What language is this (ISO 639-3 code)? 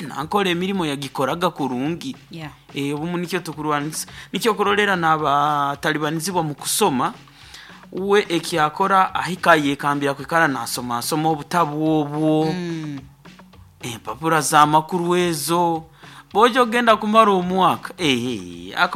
nyo